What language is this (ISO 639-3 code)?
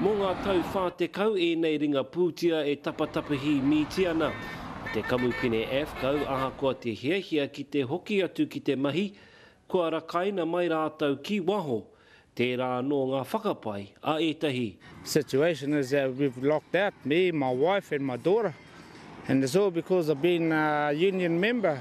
mri